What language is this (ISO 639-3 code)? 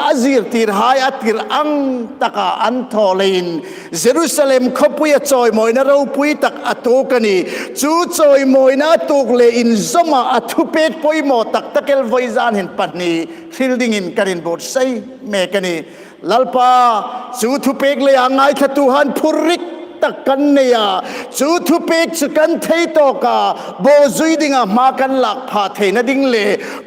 hmr